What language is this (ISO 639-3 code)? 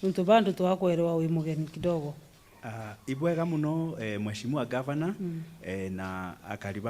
mer